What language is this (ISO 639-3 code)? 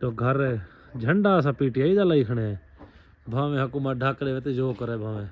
skr